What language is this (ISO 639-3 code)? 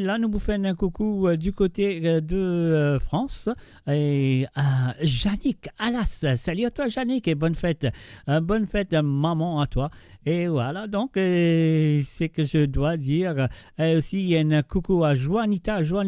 mfe